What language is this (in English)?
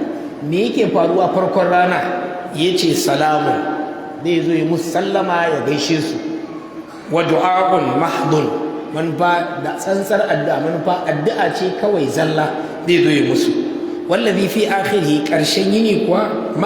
Hausa